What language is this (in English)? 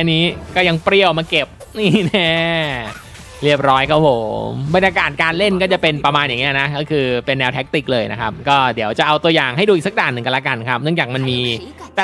Thai